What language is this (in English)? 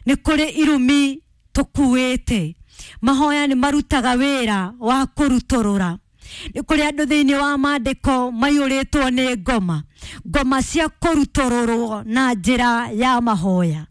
Kikuyu